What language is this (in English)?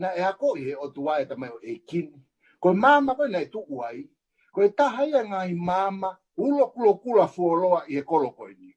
Tongan